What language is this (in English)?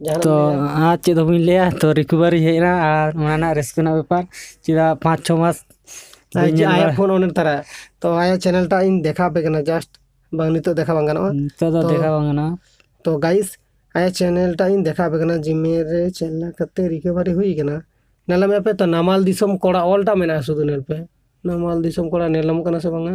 Santali